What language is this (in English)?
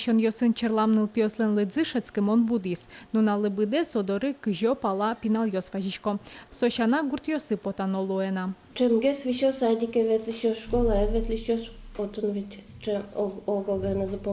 Udmurt